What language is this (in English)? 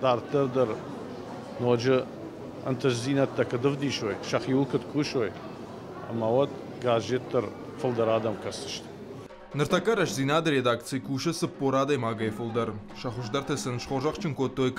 Ossetic